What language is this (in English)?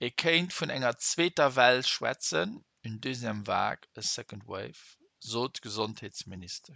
Luxembourgish